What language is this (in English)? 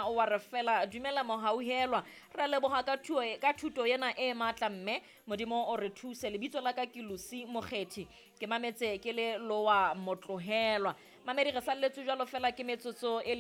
Southern Sotho